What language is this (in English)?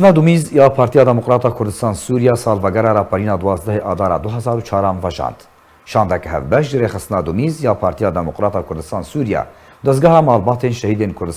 Kurdish